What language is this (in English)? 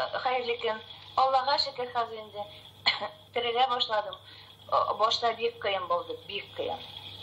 Tatar